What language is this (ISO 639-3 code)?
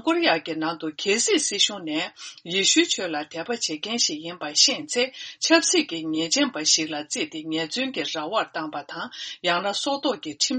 bod